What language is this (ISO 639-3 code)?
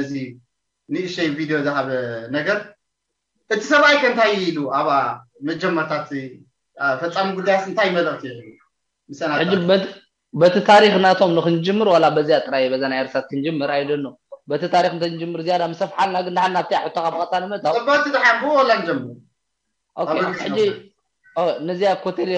tir